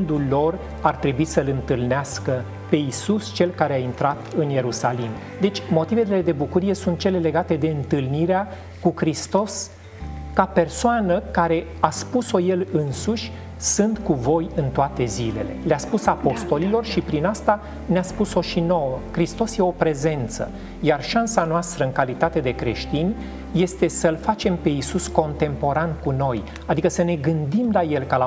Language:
Romanian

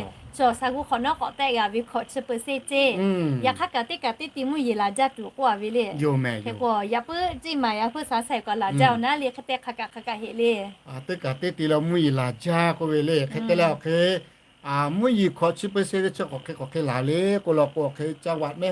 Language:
Lahu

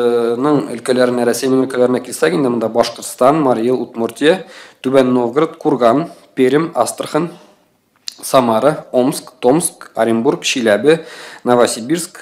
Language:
Tatar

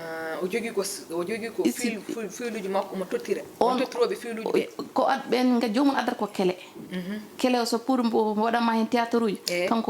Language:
Fula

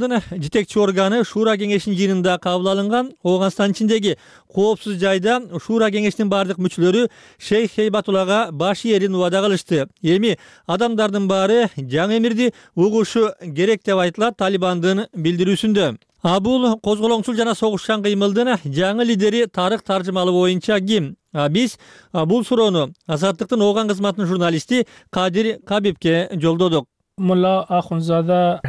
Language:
Kyrgyz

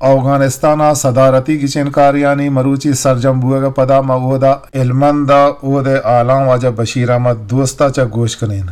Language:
Eastern Balochi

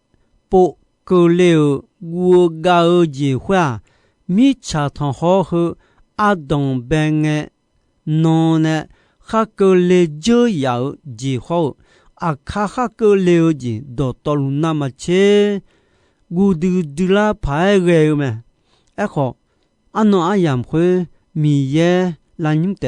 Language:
Akha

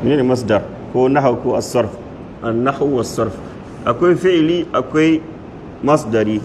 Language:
Hausa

